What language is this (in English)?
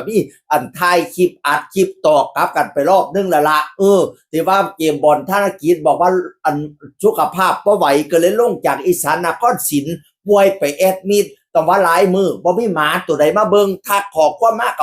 Northeastern Thai